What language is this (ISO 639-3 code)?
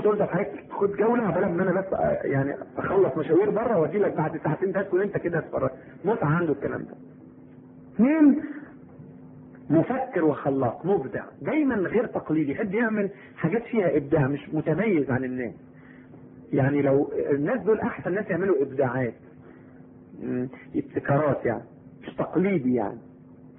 arz